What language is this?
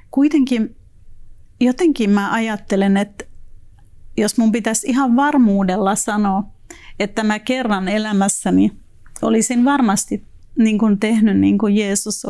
Finnish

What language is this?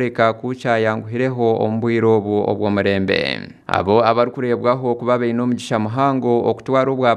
Nyankole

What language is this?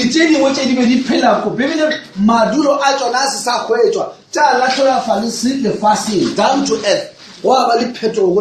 Northern Sotho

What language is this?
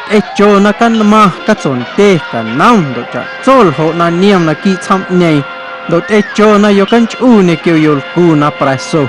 Guerrero Amuzgo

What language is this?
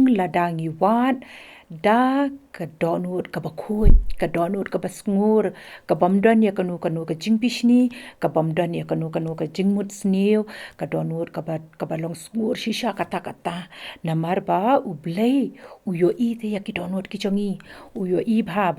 Khasi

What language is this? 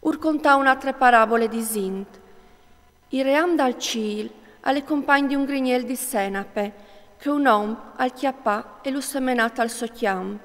Friulian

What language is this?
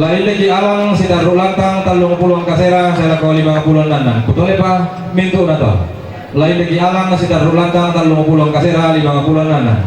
Toraja-Sa'dan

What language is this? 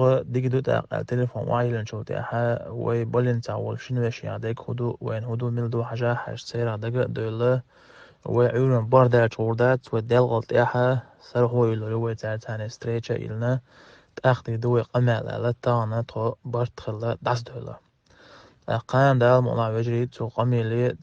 Chechen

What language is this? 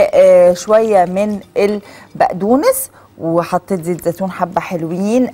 Egyptian Arabic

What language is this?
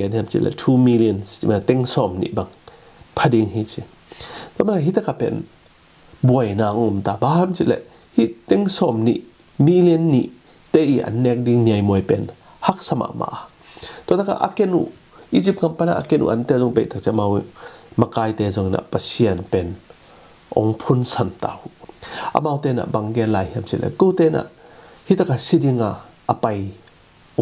Tedim Chin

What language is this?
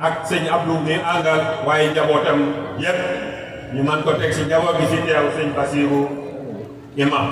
Wolof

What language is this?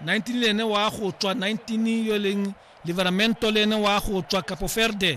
Tswana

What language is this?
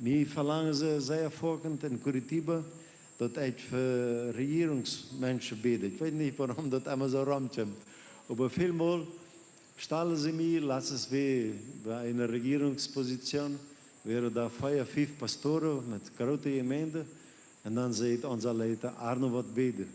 Plautdietsch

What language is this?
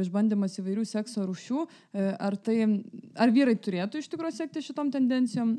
Lithuanian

